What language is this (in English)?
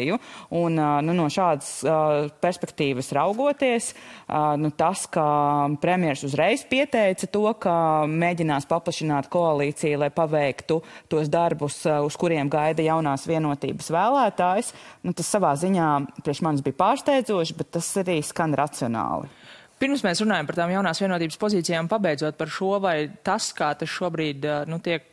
Latvian